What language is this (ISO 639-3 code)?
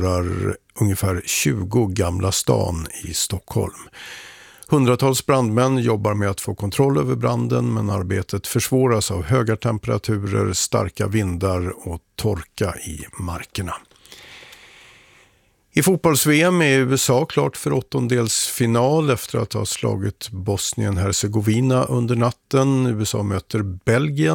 swe